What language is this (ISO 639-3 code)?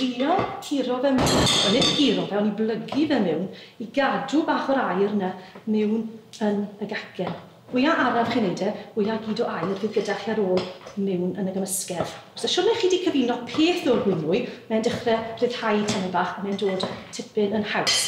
cym